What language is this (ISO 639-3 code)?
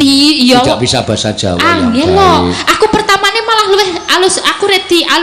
jav